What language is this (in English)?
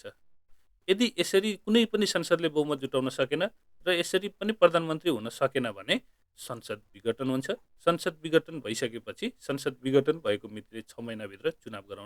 Nepali